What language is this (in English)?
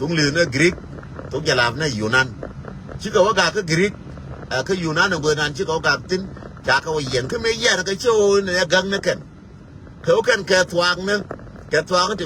Nuer